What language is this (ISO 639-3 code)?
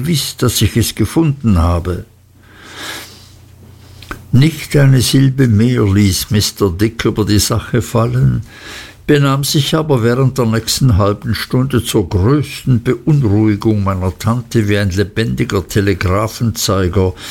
deu